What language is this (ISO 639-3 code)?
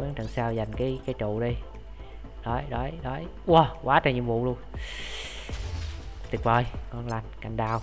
vie